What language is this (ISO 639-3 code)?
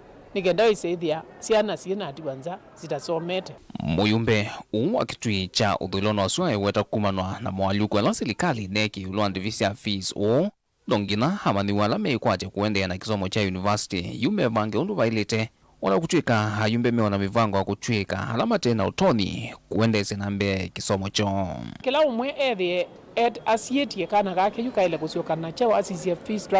kam